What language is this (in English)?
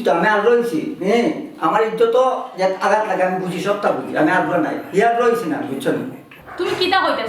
Sylheti